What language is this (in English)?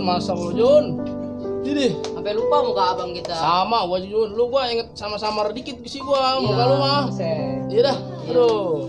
Betawi